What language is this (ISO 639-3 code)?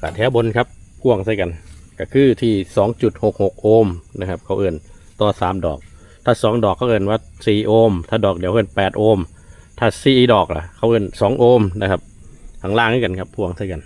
tts